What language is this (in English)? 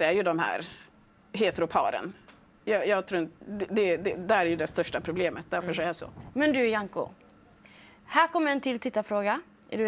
Swedish